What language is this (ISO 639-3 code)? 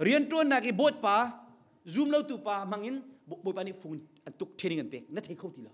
cnh